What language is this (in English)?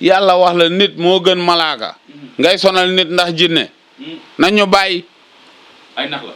Wolof